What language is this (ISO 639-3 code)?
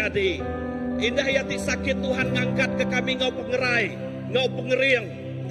iba